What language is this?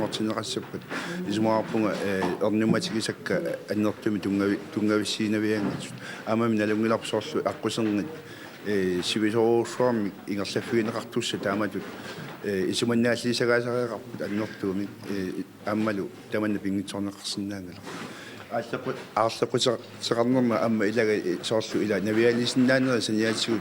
Kalaallisut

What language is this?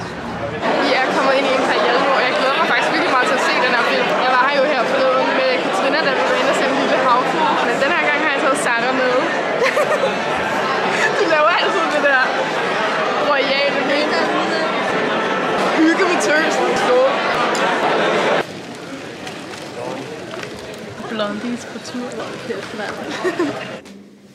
Danish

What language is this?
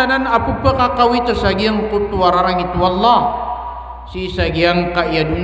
Maranao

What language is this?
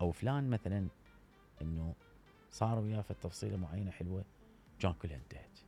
Mesopotamian Arabic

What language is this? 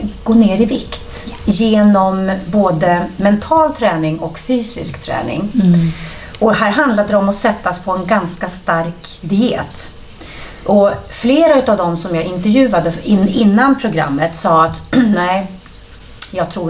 Swedish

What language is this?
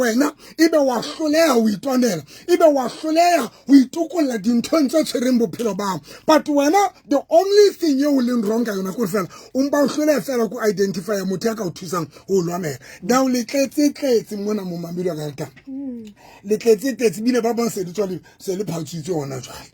Southern Sotho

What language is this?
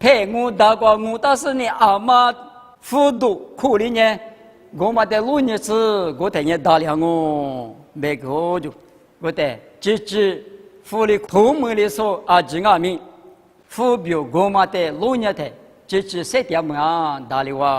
Lisu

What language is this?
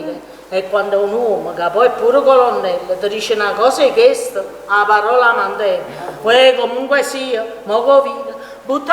Neapolitan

